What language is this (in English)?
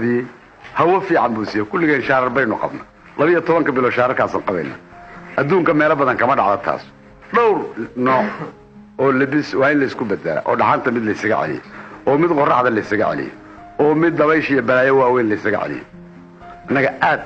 Somali